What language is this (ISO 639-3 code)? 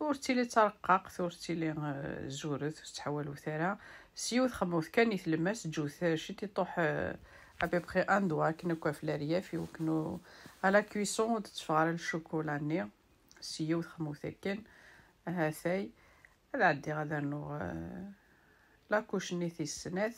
kab